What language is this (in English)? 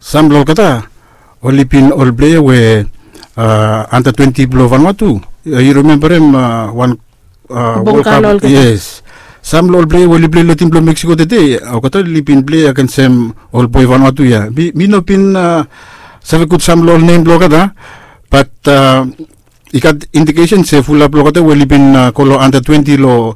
Bislama